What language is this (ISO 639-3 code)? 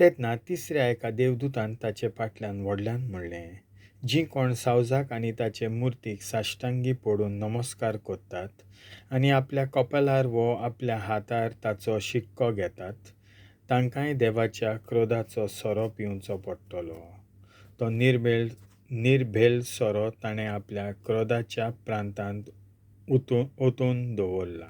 kok